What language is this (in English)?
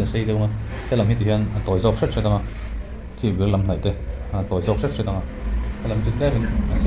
Mizo